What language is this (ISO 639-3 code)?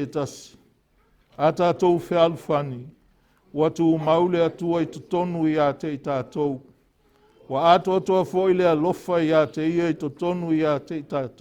smo